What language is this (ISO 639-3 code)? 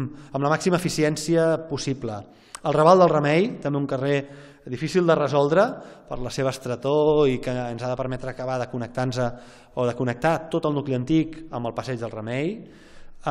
cat